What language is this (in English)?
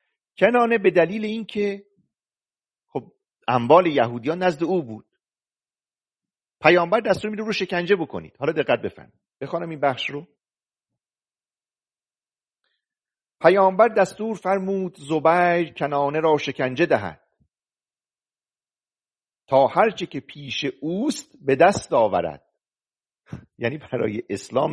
Persian